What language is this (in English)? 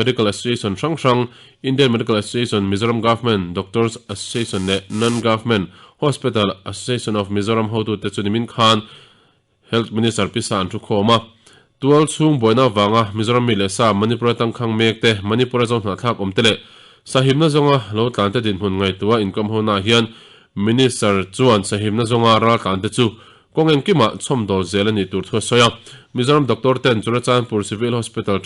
Mizo